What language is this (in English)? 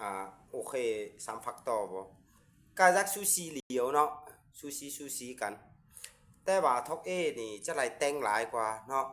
Lao